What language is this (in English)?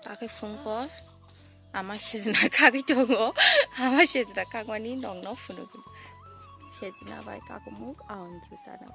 Kok Borok